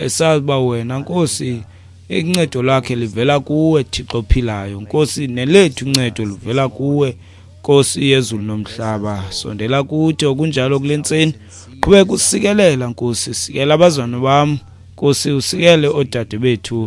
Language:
Xhosa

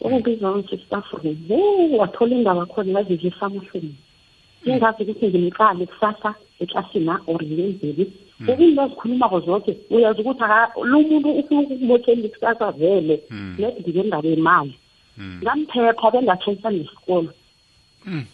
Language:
South Ndebele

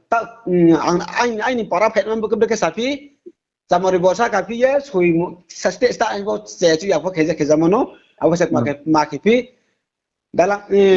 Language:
Riang (India)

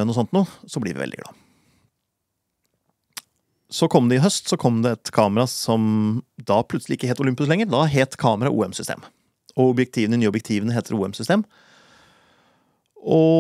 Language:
Norwegian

